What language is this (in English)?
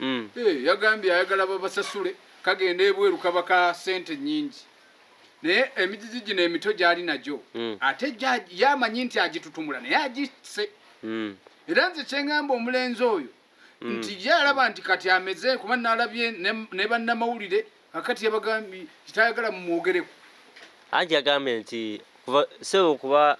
Ganda